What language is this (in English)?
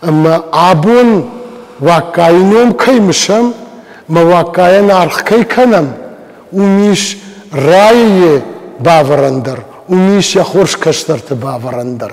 Ossetic